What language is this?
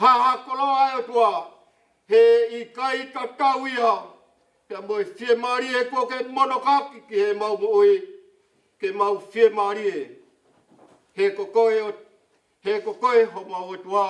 Tongan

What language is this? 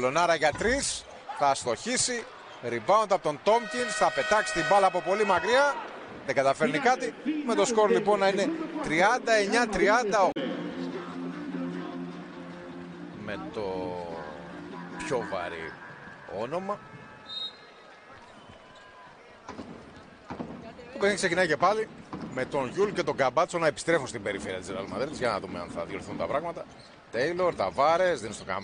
Greek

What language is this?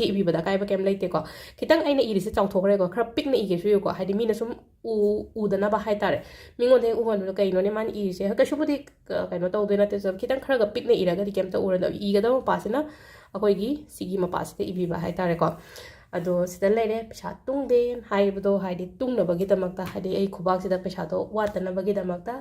Manipuri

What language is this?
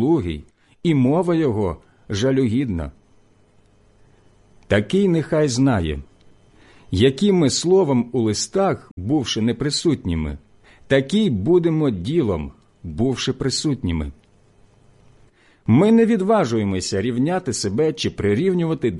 Ukrainian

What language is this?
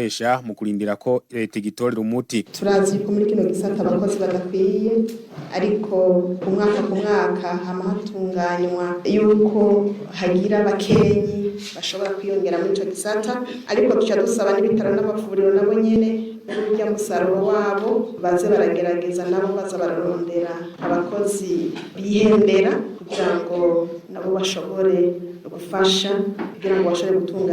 Rundi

